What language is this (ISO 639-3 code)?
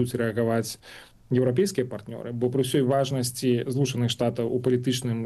bel